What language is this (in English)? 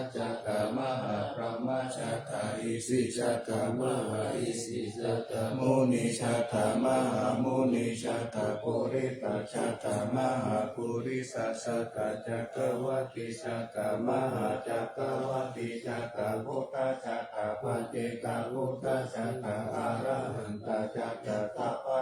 Pali